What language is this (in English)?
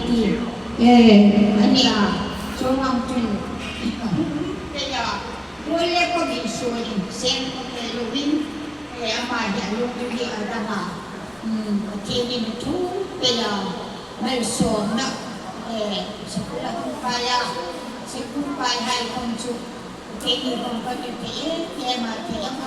Hmar